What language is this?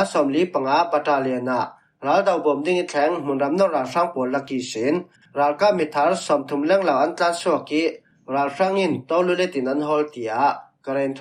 Falam Chin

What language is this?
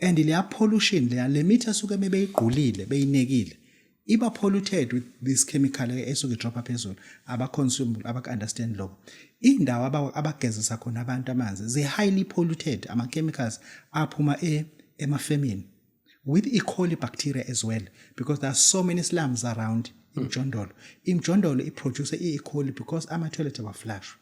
Zulu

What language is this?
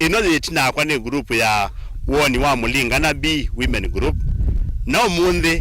Kamba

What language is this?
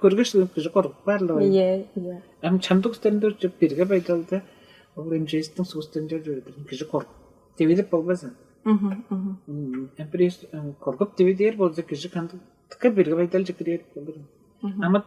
Tuvinian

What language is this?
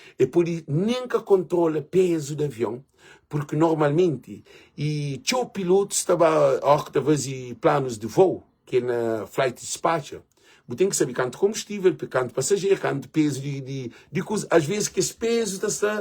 Kabuverdianu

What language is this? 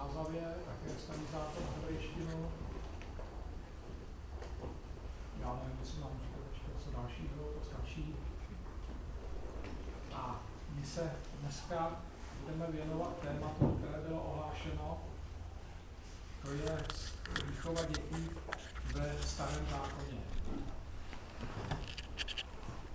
Czech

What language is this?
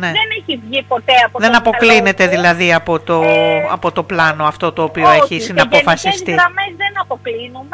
Greek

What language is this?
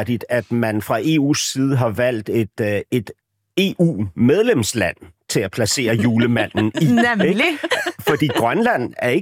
Danish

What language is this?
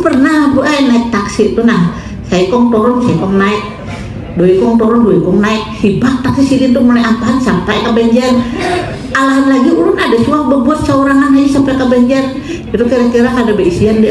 Banjar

